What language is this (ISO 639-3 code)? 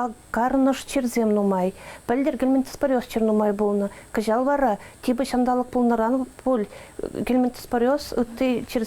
chv